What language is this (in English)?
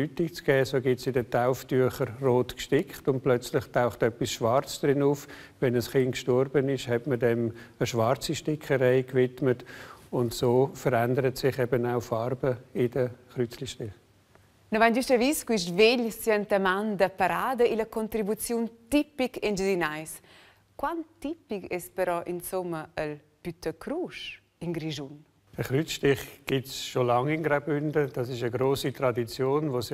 Romansh